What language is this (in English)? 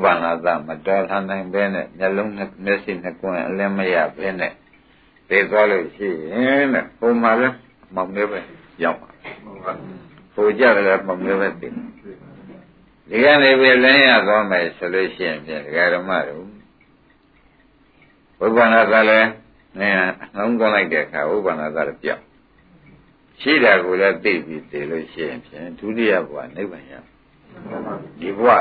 Burmese